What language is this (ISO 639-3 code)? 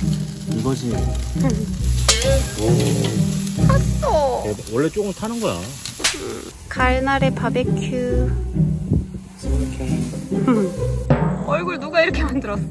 kor